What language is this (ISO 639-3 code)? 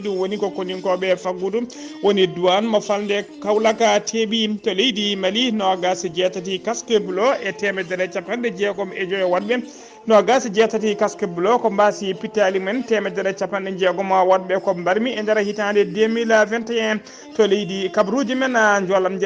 ful